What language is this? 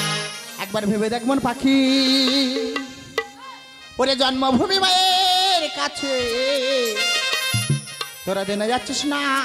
Bangla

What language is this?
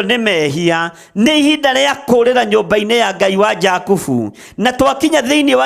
Kikuyu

